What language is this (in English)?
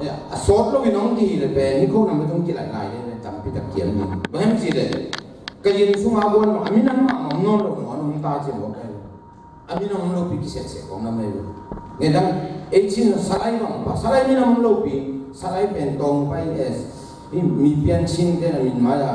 Tedim Chin